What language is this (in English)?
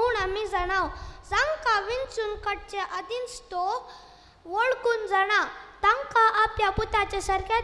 Konkani